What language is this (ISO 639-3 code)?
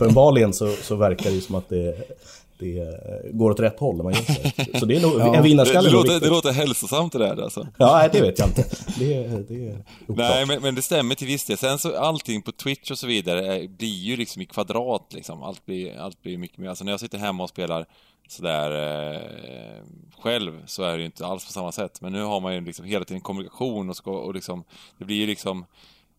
swe